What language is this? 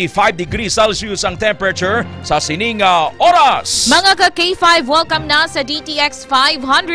Hiligaynon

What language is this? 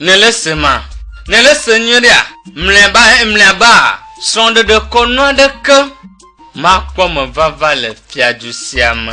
Ewe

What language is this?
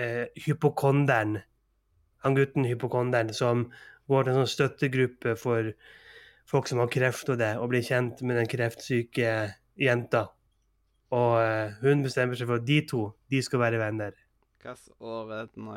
Norwegian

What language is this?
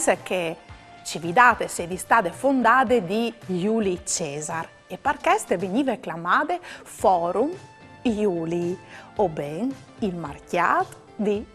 Friulian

